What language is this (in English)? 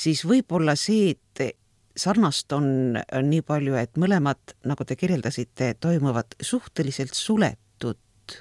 Estonian